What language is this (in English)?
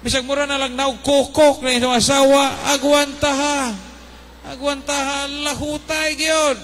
Cebuano